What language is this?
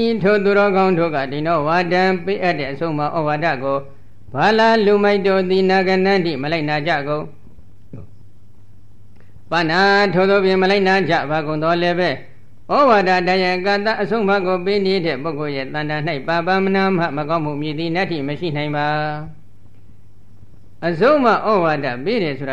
Burmese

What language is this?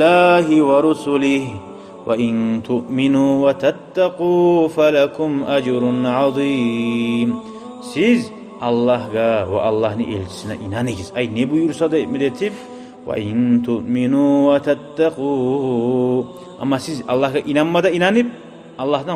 Kumyk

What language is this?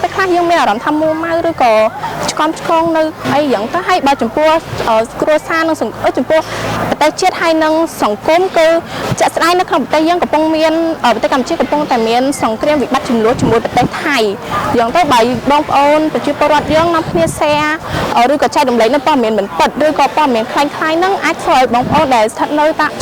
Khmer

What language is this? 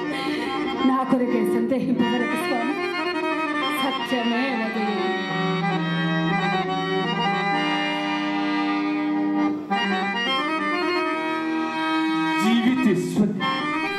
Telugu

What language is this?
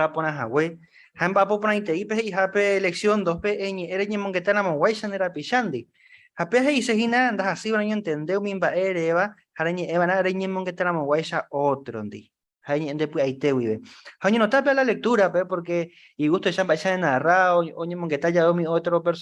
Guarani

